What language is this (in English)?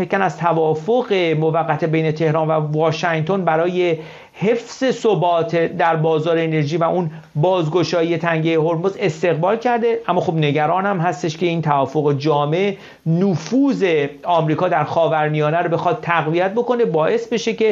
Persian